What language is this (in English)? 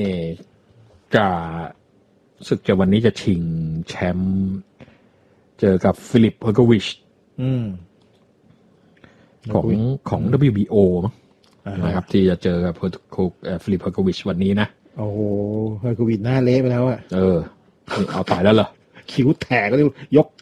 Thai